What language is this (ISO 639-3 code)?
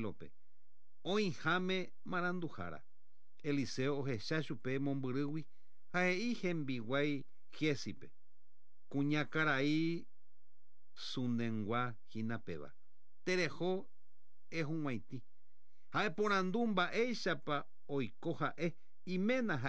grn